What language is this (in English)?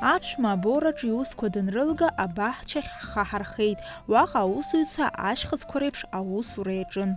Abkhazian